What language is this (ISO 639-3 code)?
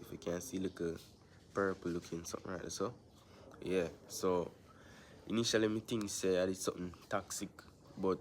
jam